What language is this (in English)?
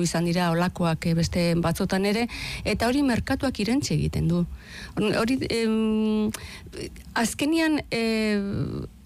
Basque